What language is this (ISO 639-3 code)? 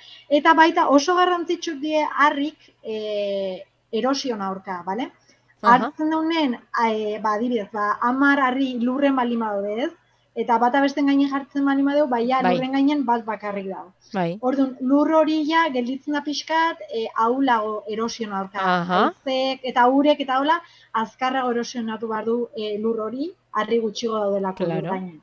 eus